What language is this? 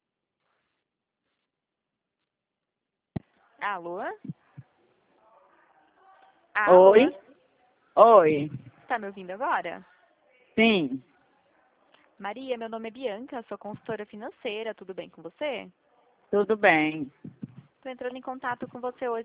Portuguese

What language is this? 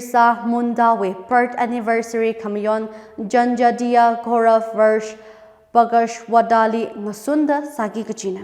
Tangkhul Naga (India)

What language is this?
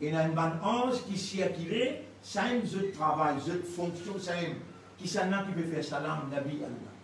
Morisyen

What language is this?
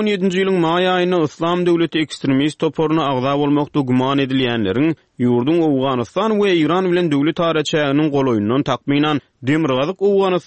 Turkmen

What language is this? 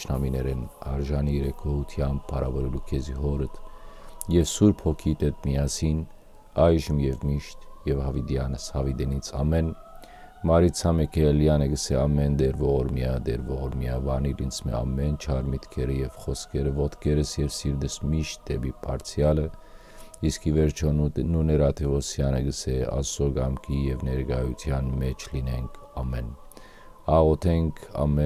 Western Armenian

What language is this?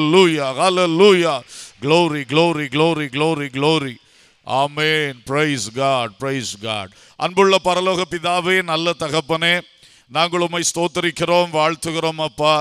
Tamil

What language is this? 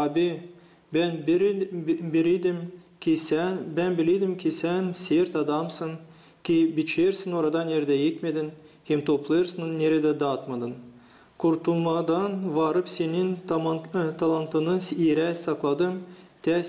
Gagauz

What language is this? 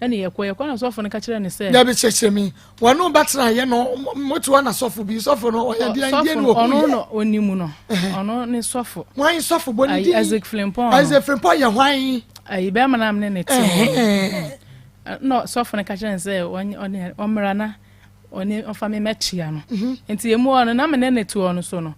Akan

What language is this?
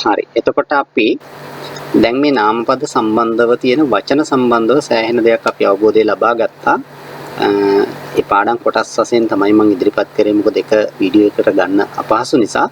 Sinhala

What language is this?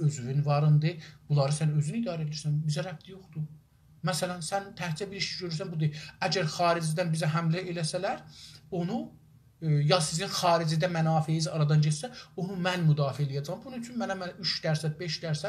South Azerbaijani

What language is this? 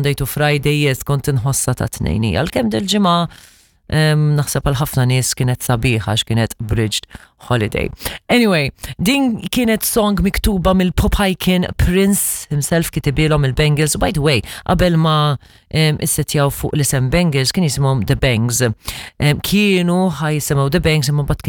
Maltese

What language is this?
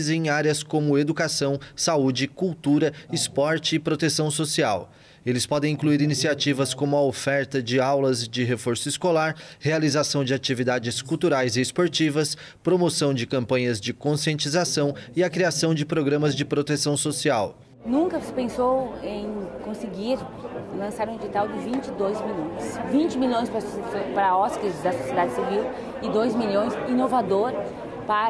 Portuguese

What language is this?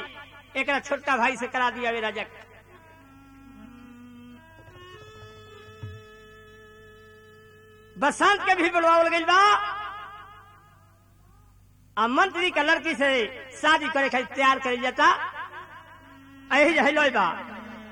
Bhojpuri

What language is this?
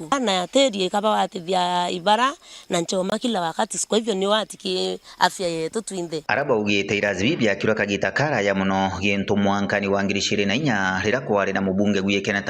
Meru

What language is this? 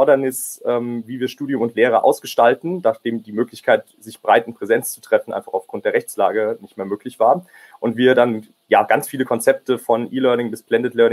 German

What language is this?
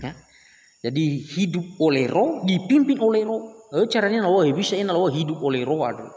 Nias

